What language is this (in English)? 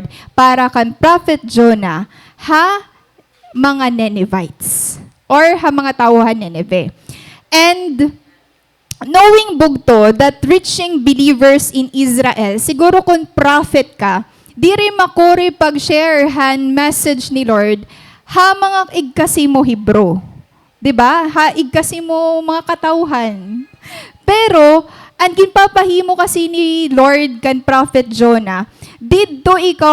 Waray